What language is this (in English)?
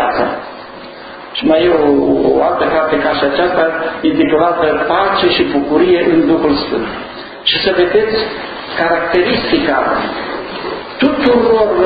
Romanian